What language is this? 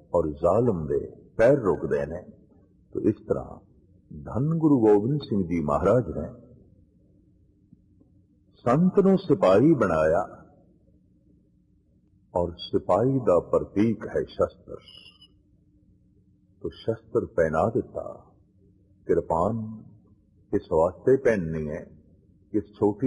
Punjabi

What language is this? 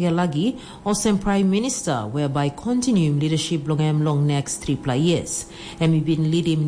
Tok Pisin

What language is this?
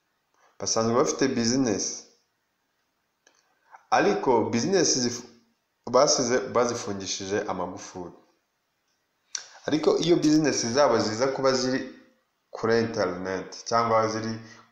Kinyarwanda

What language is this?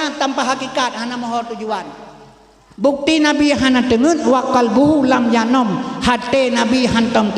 Achinese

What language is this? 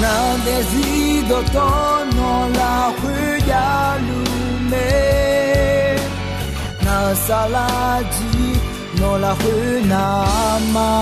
Akha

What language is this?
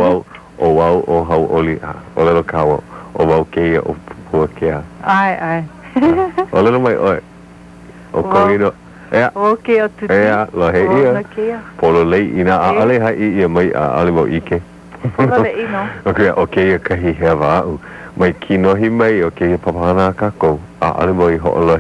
Hawaiian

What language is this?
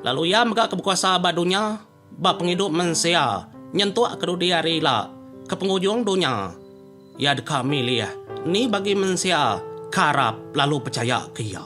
Iban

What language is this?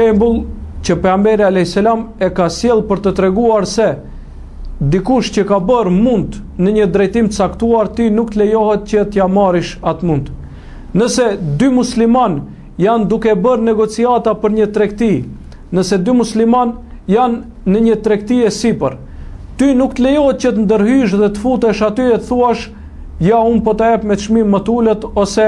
Albanian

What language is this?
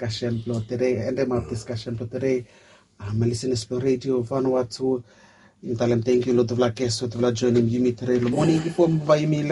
Bislama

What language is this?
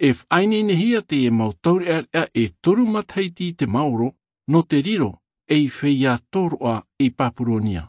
Tahitian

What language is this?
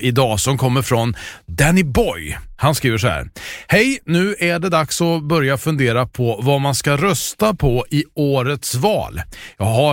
Swedish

